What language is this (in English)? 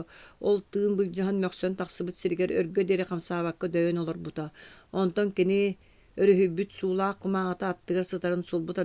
Yakut